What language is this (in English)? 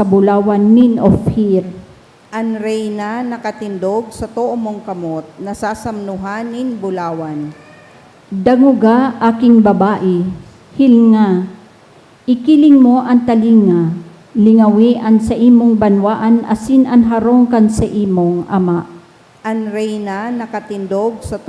Bikol